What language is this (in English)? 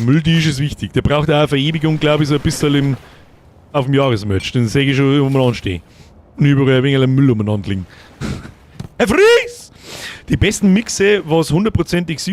Bavarian